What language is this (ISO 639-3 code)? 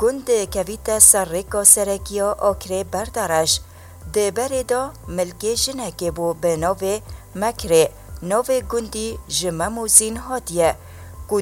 kur